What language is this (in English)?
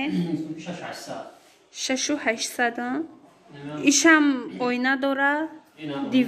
Tajik